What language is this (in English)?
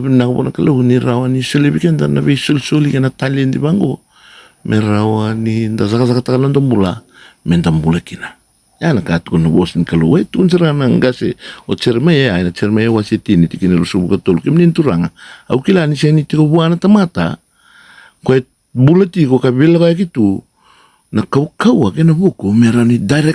Fijian